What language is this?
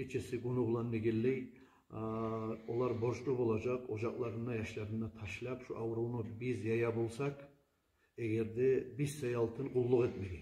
Kumyk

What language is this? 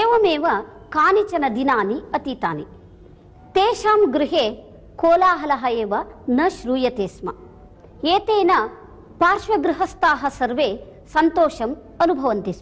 Sanskrit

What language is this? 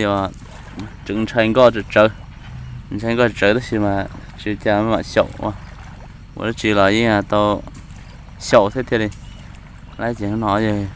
Hmong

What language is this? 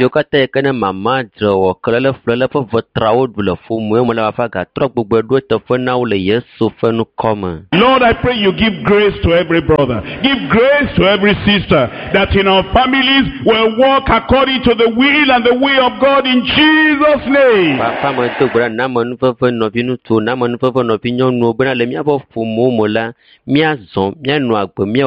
Ewe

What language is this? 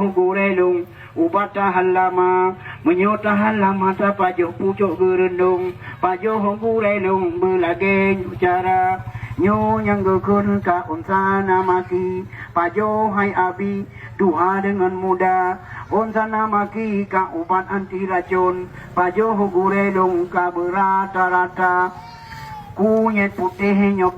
Achinese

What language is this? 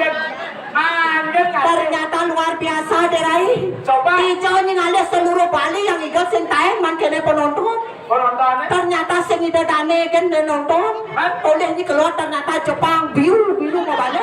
Balinese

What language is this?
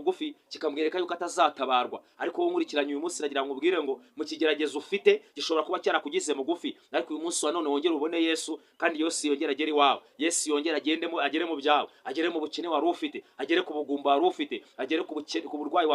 Kinyarwanda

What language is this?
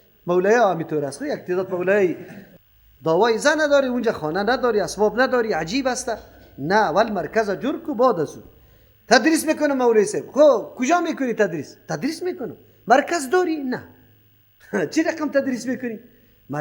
Persian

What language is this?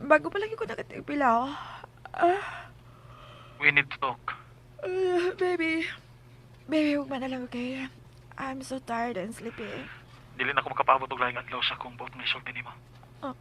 Cebuano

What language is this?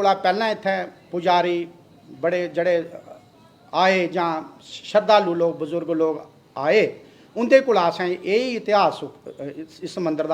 Dogri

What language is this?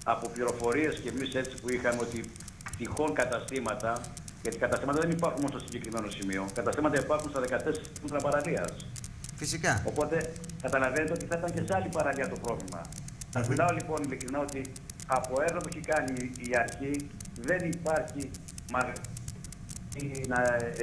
Greek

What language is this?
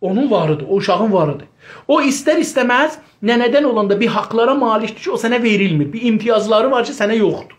South Azerbaijani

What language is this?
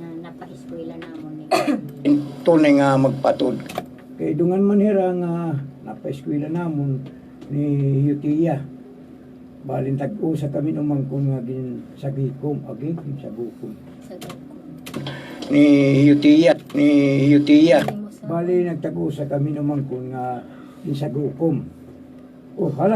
Waray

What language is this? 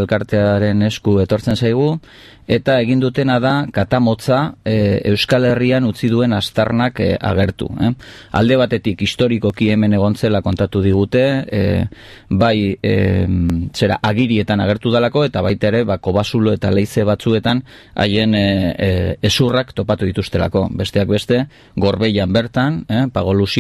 Basque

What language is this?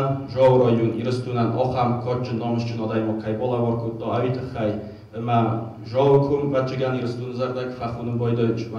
Ossetic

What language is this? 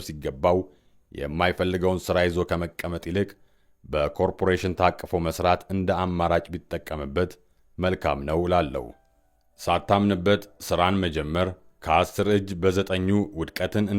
Amharic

